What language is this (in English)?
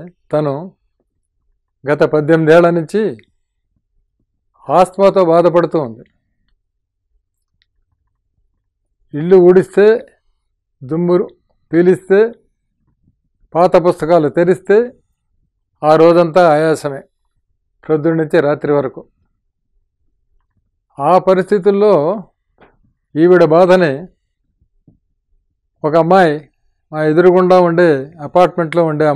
Telugu